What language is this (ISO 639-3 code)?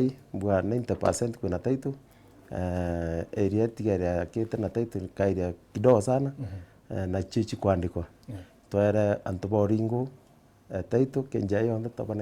mer